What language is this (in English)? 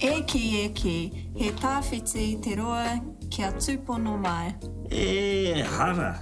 Māori